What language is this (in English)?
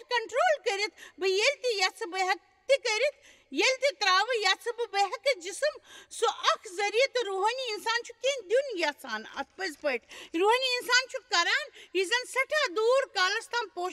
Kashmiri